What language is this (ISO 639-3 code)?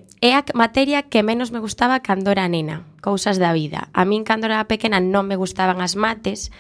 glg